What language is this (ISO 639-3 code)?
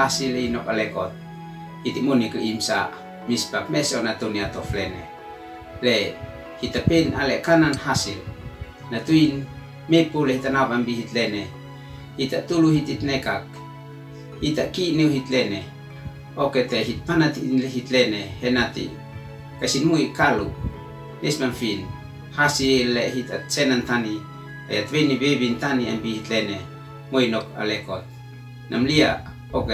aoz